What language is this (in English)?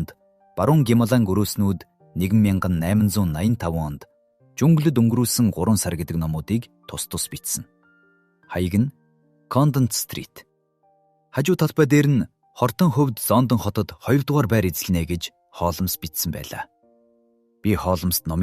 Mongolian